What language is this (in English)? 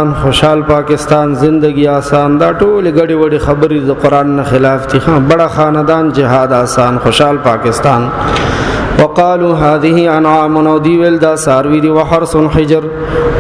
Pashto